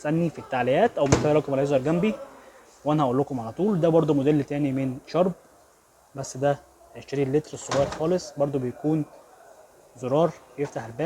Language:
Egyptian Arabic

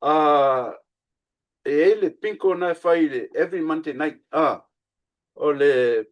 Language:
Samoan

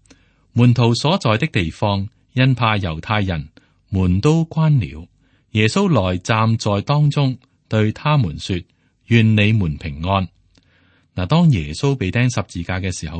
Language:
Cantonese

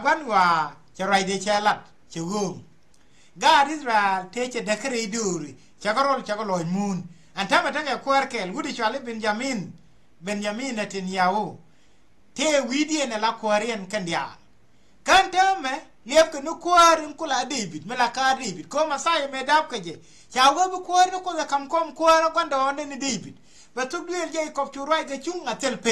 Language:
Nuer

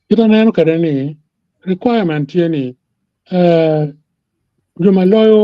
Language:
Acoli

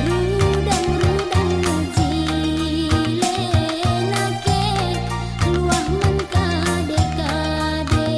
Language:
Batak Karo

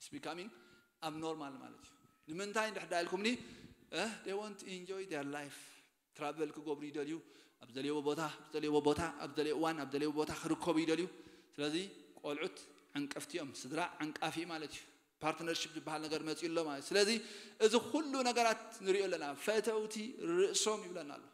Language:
Tigrinya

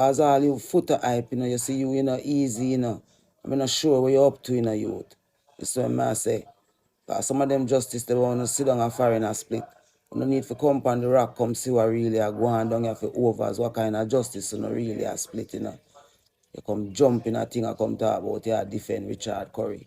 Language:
Jamaican Creole English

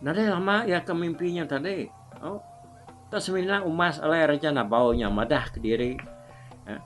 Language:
Iban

